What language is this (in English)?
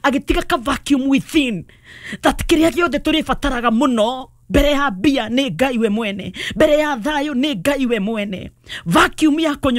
Kikuyu